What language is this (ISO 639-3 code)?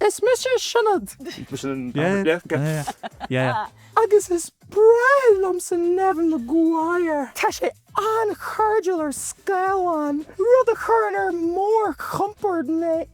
gle